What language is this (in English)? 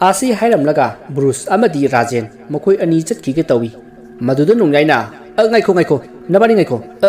Manipuri